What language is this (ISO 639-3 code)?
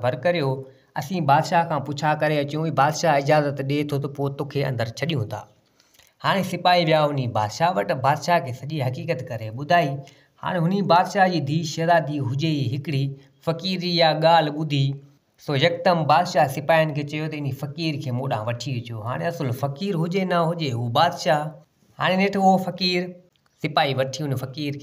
snd